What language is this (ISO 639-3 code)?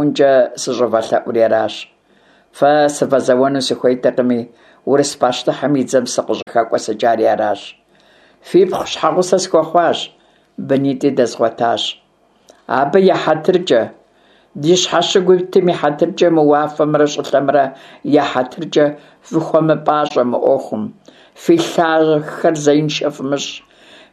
kbd